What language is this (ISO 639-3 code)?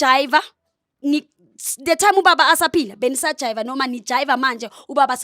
zul